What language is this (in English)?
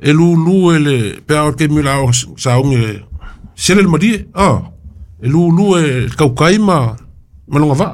Samoan